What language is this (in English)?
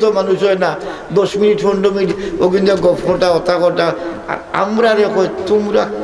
Sylheti